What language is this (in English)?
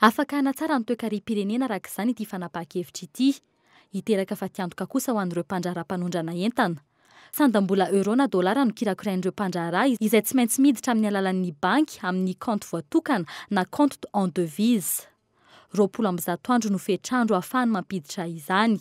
Malagasy